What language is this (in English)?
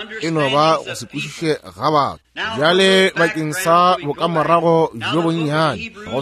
Northern Sotho